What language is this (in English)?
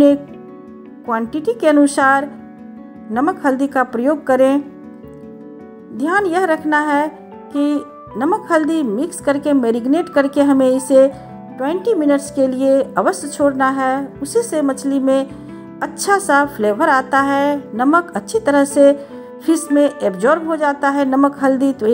Hindi